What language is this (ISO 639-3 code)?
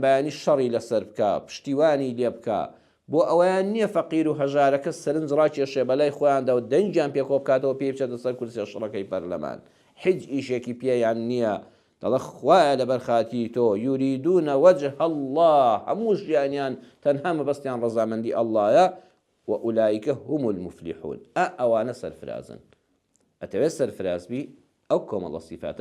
ckb